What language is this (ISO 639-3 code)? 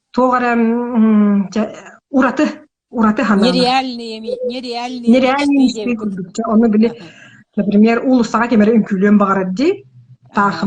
sah